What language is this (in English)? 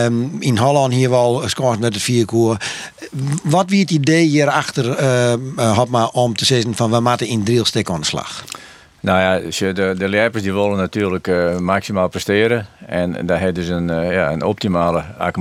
Western Frisian